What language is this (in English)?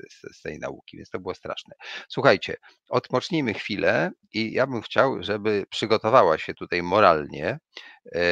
Polish